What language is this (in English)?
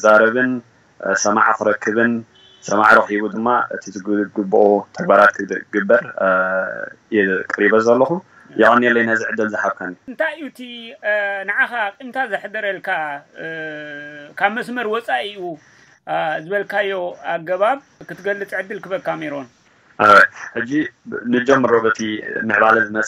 Tigrinya